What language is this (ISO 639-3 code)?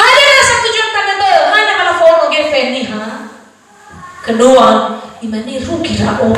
nia